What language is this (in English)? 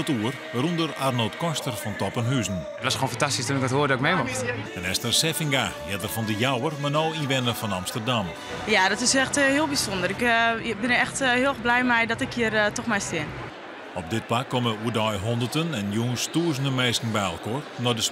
Western Frisian